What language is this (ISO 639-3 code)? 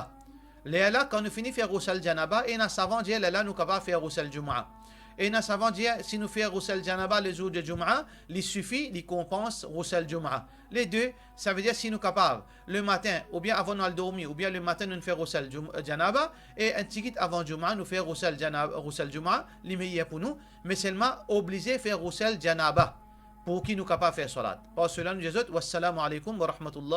mfe